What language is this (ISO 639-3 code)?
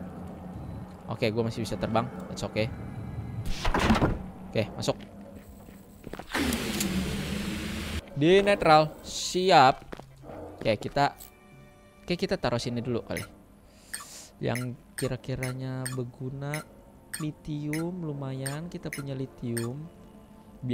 ind